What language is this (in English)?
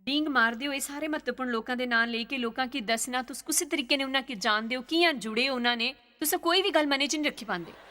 Dogri